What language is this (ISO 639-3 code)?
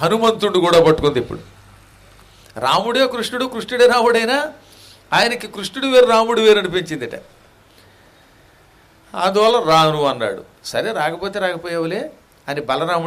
tel